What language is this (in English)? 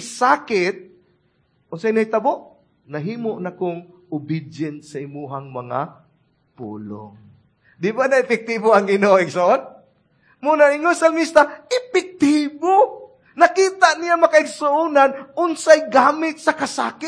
Cebuano